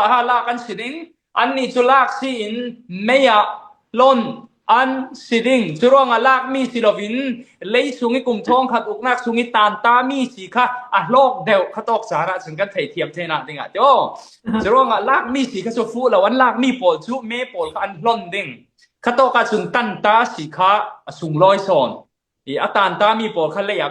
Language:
Falam Chin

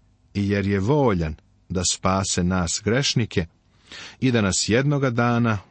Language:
Serbian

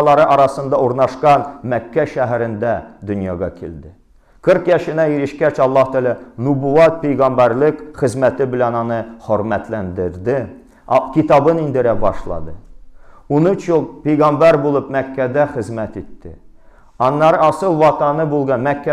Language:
Tatar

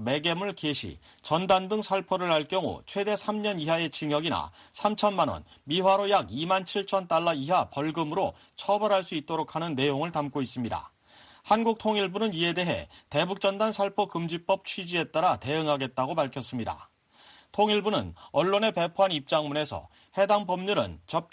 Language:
Korean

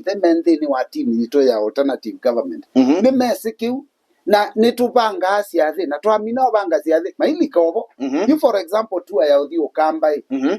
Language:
Kamba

